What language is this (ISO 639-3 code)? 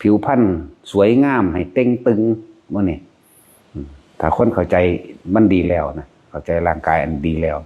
tts